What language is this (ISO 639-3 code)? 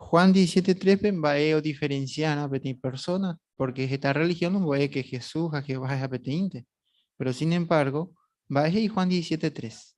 grn